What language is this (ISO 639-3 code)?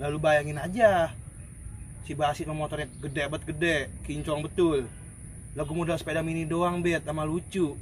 bew